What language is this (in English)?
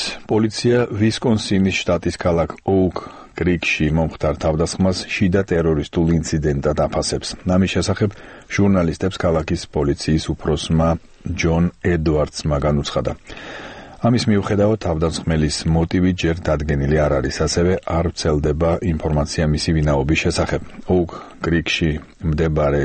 Georgian